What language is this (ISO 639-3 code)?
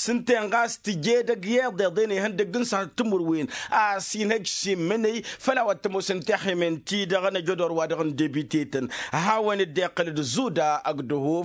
taq